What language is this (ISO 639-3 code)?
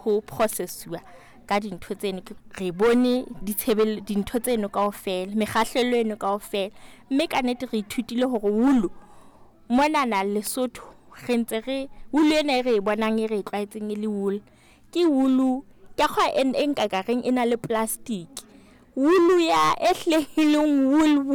sot